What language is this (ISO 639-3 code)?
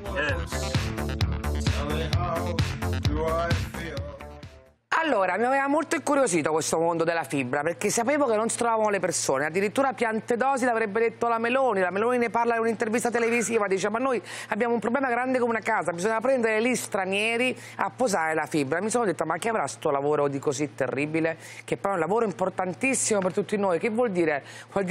ita